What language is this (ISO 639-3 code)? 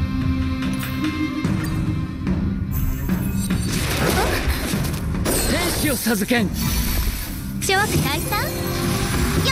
jpn